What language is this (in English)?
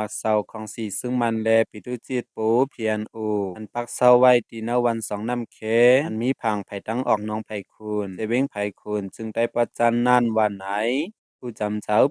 Shan